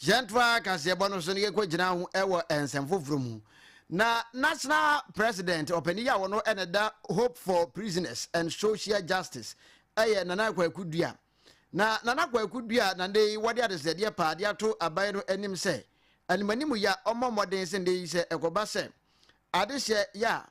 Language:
Akan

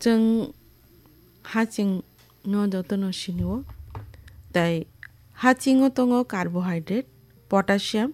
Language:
Kok Borok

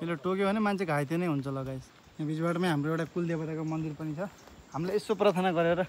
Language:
Nepali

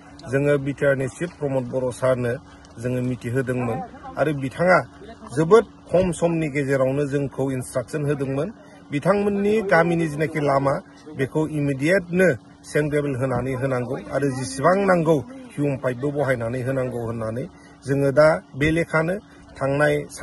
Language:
Bodo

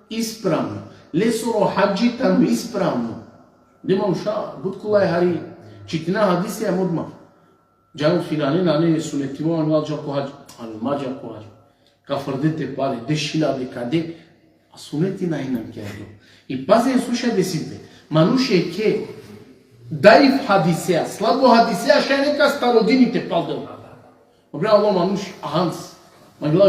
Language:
Balkan Romani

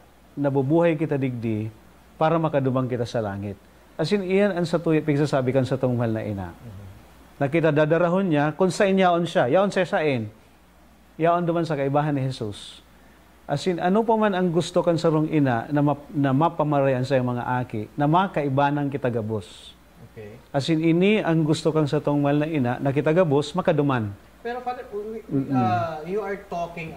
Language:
Bikol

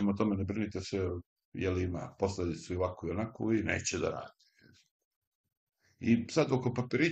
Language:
Serbian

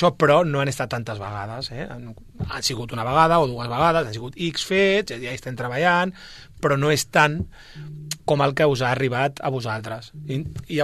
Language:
Catalan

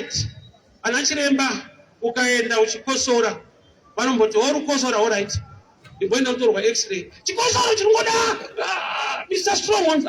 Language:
Shona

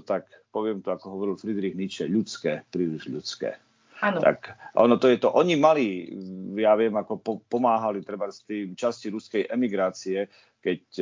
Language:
Slovak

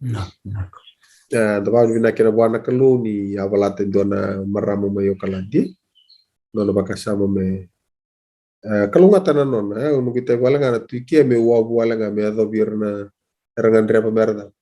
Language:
Fijian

